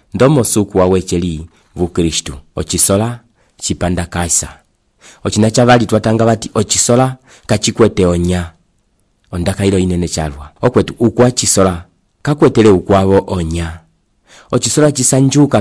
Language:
Umbundu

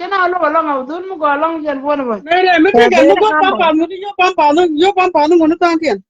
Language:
Nuer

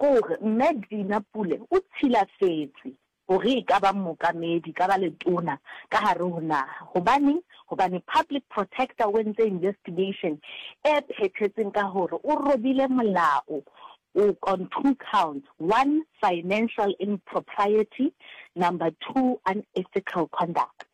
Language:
Northern Sotho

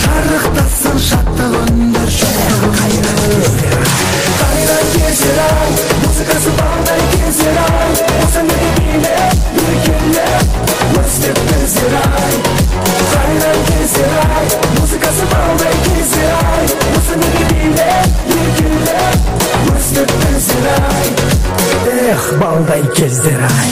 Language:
Kara-Kalpak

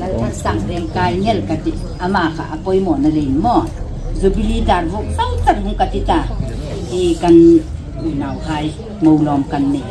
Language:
Hmar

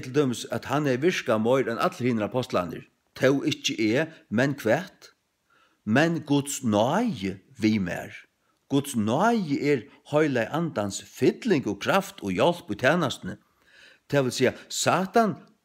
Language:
Faroese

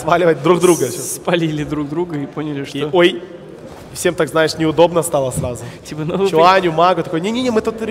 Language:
Russian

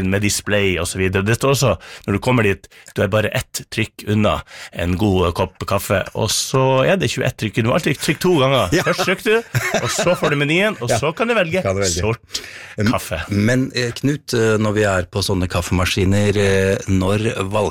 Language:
Norwegian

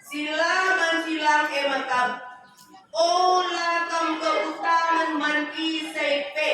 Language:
Batak Karo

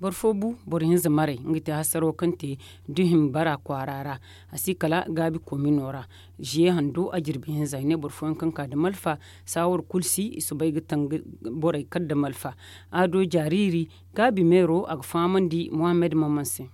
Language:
Zarma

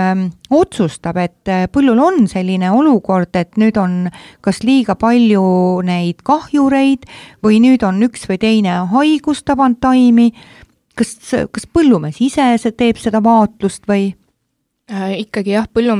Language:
Estonian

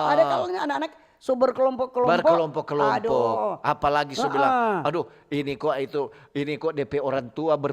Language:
Manado Malay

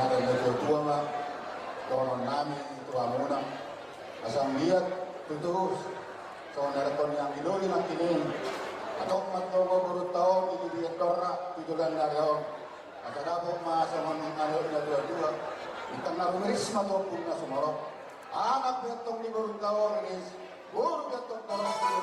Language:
Batak Toba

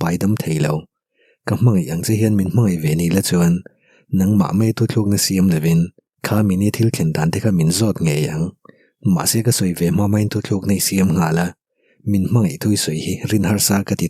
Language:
Mizo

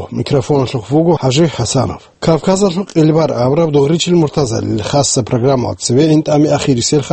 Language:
Avaric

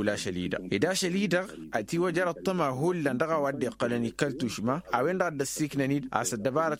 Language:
Tamasheq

